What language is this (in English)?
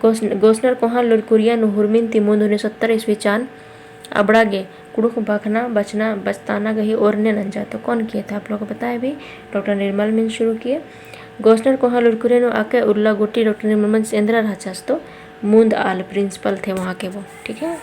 Kurukh